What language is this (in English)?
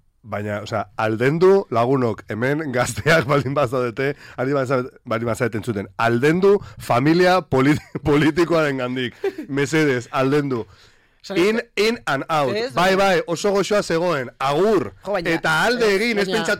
Basque